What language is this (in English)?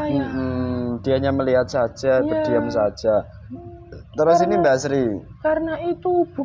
Indonesian